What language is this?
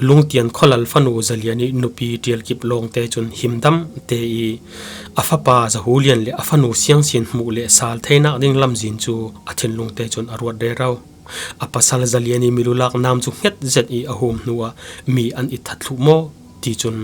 Falam Chin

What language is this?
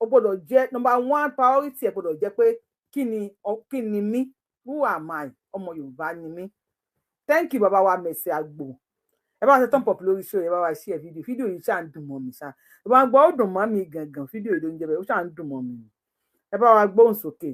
Yoruba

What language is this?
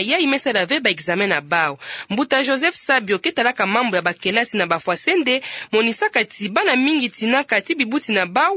Kituba (Democratic Republic of Congo)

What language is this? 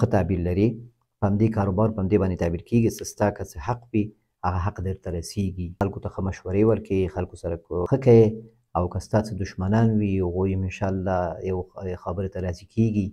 Pashto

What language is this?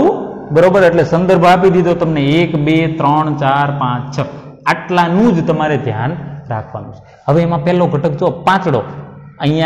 Gujarati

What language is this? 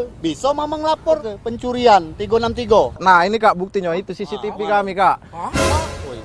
Musi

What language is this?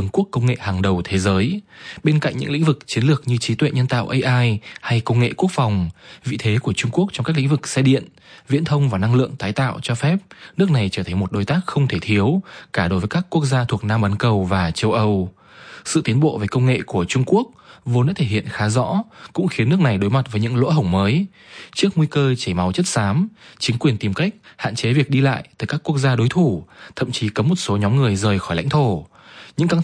Vietnamese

